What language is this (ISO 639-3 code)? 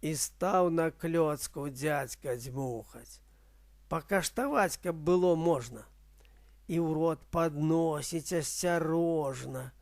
bel